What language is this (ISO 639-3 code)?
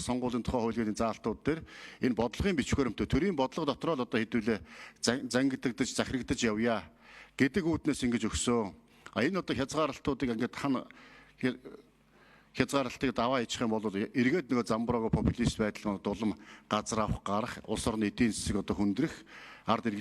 mon